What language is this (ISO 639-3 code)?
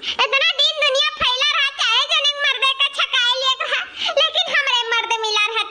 awa